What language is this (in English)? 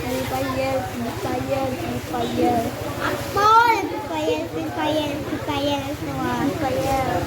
Minangkabau